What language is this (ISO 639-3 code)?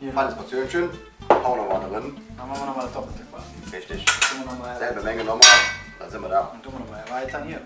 ksh